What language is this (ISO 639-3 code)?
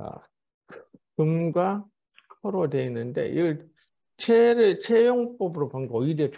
kor